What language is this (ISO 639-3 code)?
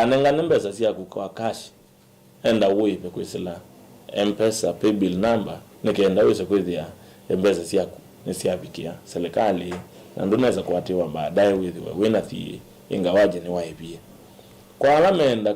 kam